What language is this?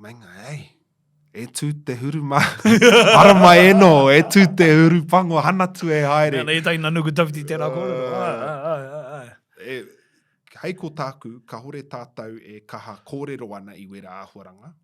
Māori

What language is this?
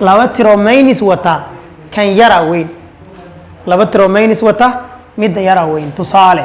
Somali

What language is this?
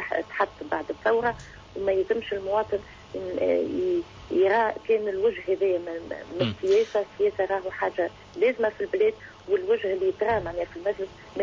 Tunisian Arabic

